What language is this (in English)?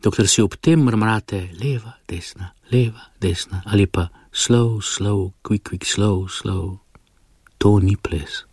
Slovenian